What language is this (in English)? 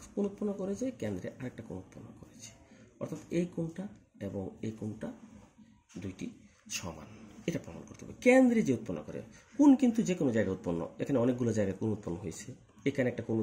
Bangla